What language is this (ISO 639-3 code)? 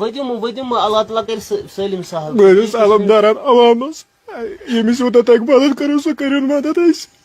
kas